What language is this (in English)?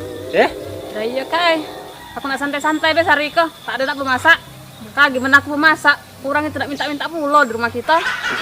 Musi